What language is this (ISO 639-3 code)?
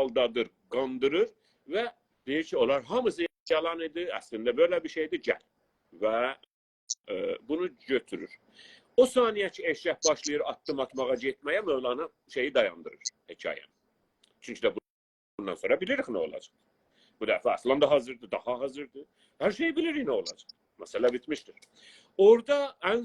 azb